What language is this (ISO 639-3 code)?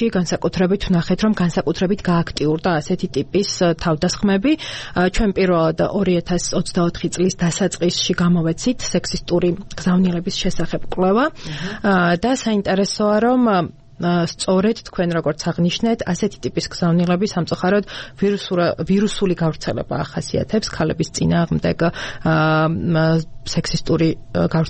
kat